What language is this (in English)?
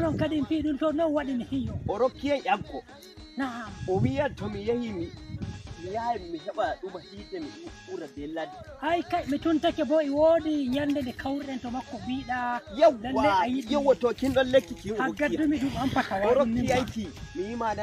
Nigerian Fulfulde